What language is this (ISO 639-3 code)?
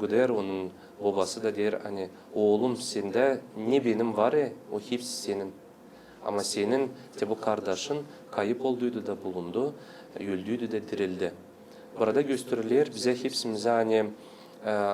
gag